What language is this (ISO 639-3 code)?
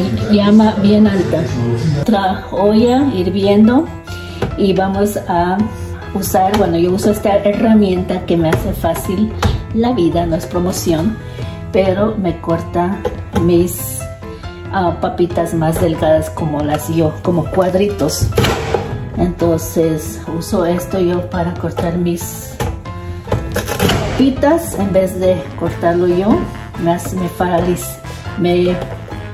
spa